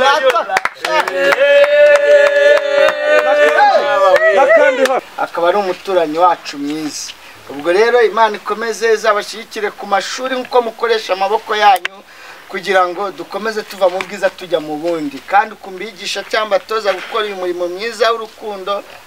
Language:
Kinyarwanda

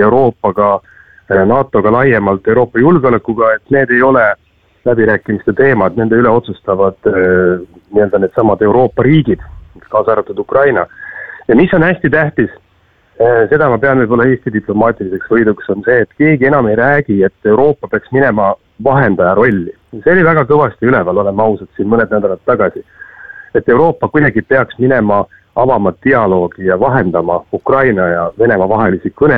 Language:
Estonian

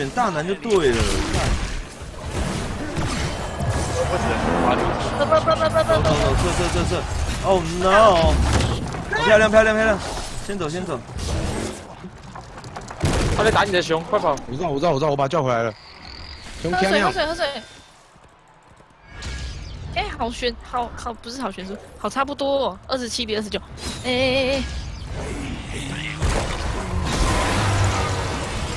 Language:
Chinese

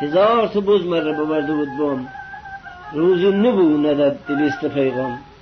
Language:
Gilaki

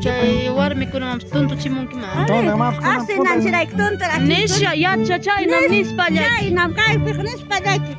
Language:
Ayacucho Quechua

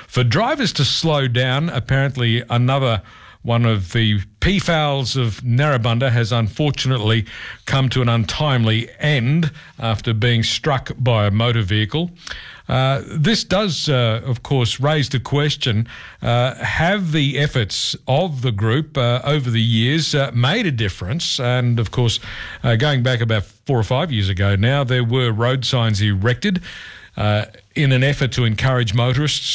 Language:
English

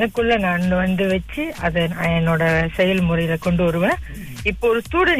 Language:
Tamil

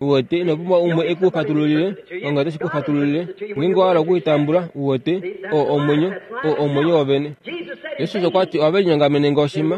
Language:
Kuanyama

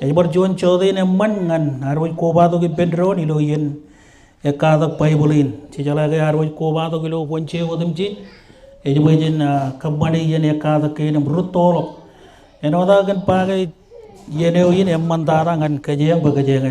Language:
Marshallese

